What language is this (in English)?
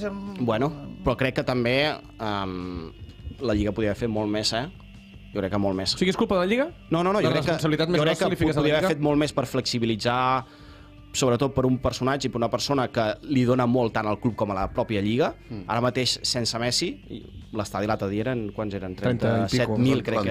Catalan